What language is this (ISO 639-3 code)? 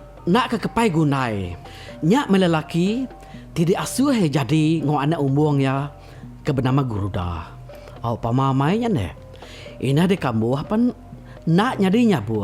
iba